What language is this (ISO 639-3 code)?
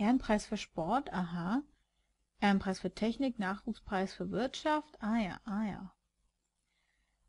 deu